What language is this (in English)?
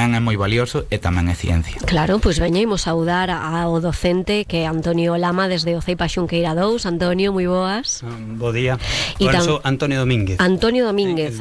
Galician